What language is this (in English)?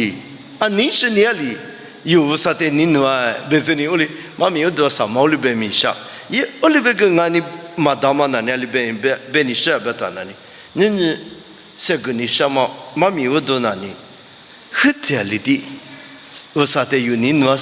Lisu